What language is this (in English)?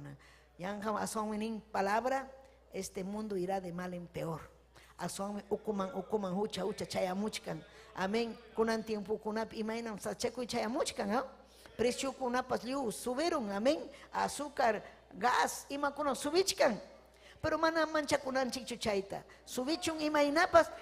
Ayacucho Quechua